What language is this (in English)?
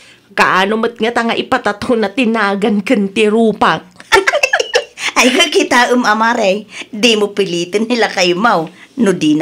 Iloko